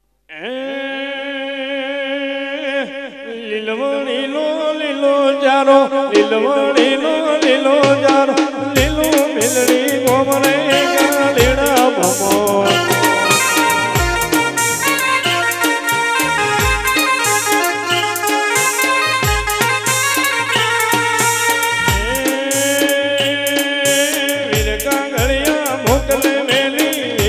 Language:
Gujarati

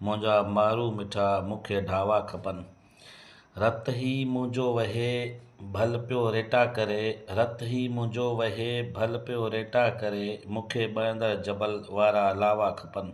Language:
Sindhi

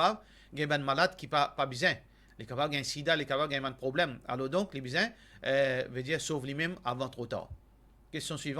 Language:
Morisyen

